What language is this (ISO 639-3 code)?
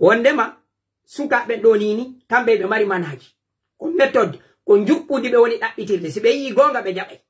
fuf